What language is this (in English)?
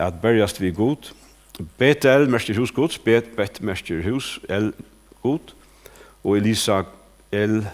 Faroese